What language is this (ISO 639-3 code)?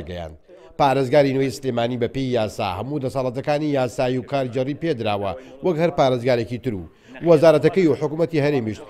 ckb